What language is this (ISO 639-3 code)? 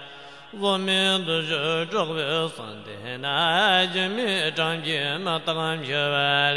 bod